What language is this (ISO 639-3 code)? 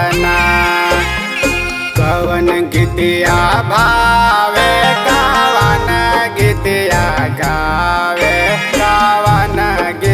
bho